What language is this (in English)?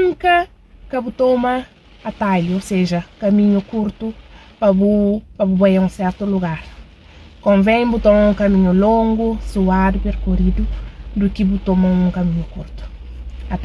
Kabuverdianu